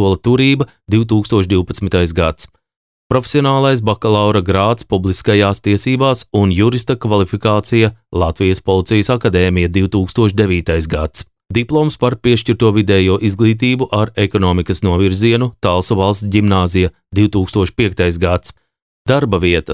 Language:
Latvian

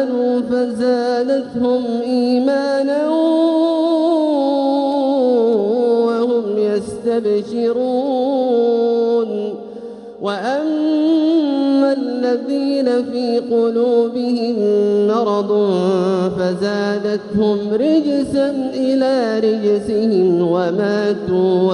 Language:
Arabic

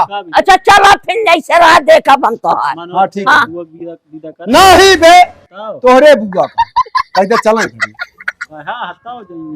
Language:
Awadhi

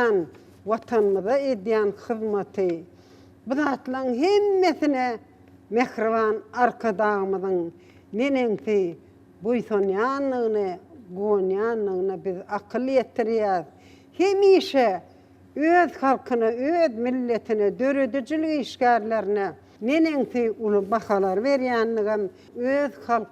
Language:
Turkmen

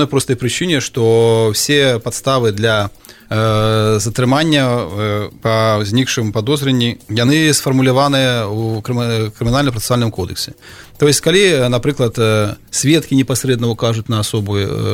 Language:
Belarusian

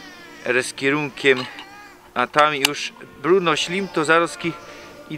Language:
Silesian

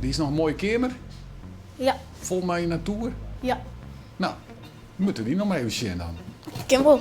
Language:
Western Frisian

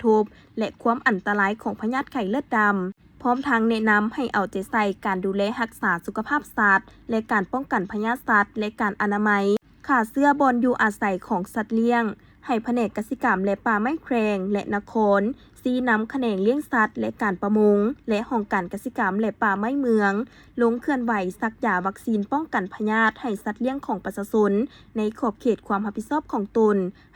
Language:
Lao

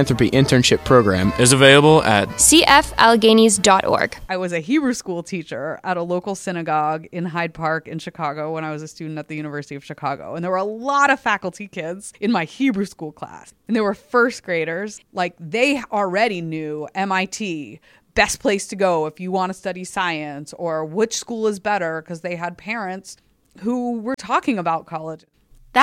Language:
English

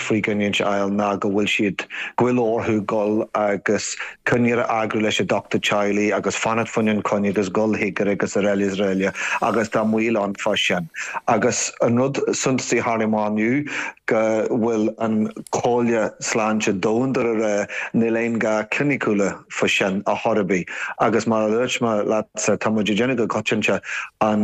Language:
Irish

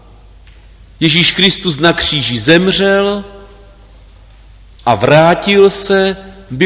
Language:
Czech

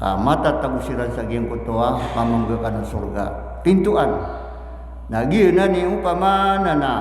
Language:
Maranao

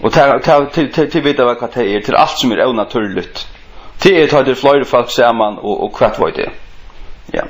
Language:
Faroese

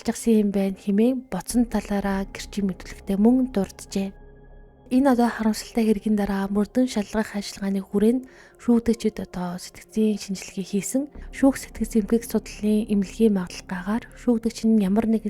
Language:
Mongolian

